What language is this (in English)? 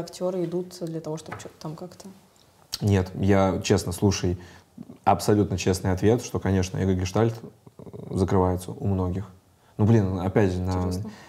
Russian